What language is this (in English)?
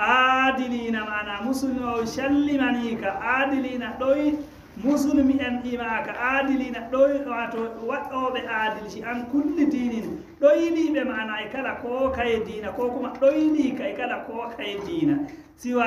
Fula